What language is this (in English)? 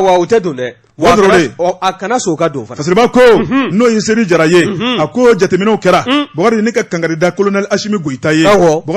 Bambara